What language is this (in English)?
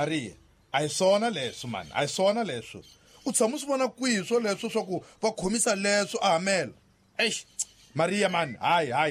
Tsonga